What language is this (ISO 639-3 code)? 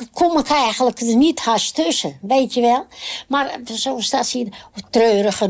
nld